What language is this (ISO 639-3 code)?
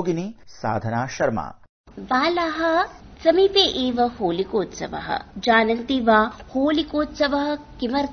san